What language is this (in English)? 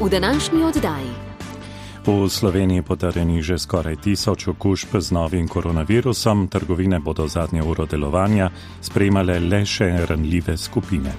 Slovenian